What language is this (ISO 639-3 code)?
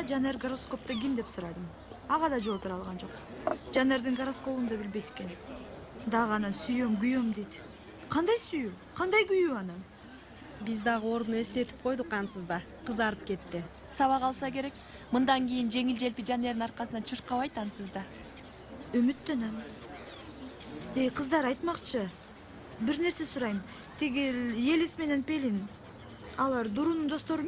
kir